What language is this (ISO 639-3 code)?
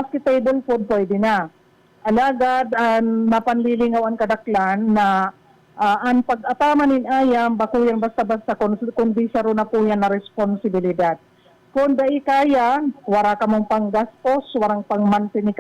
bik